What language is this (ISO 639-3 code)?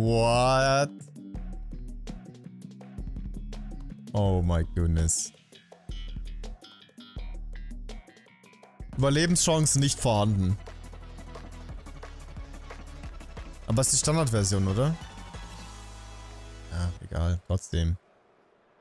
deu